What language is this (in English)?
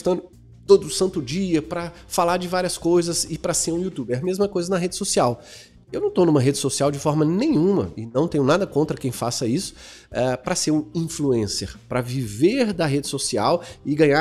Portuguese